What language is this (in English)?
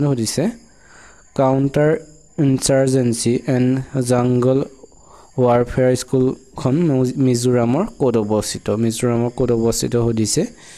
Assamese